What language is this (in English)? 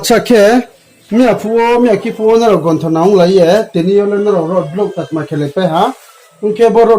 Riang (India)